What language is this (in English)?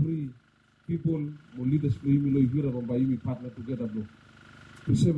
Bislama